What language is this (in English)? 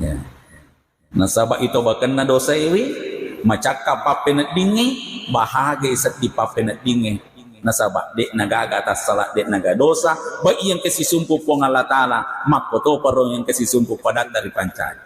Buginese